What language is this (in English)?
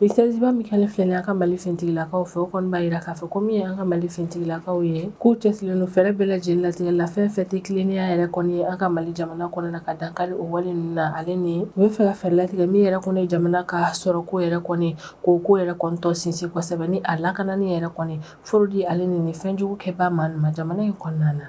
Bambara